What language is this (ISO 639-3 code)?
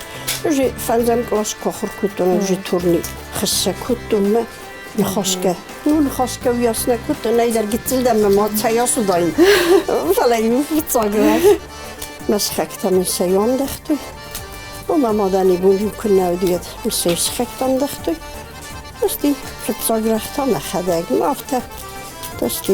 oss